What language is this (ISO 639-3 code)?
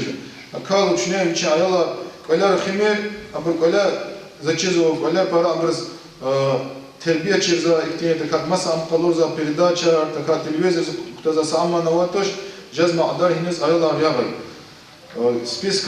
lez